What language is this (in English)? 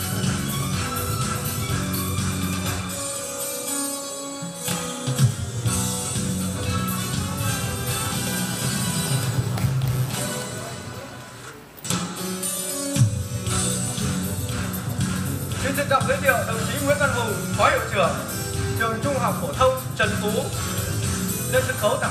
Vietnamese